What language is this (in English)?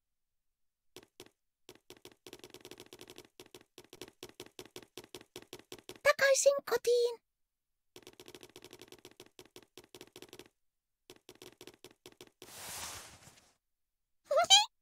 Finnish